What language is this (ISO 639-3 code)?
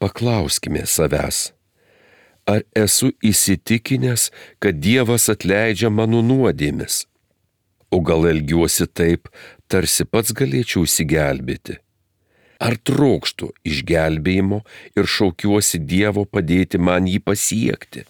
lit